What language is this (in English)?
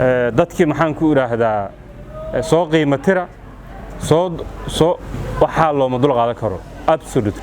Somali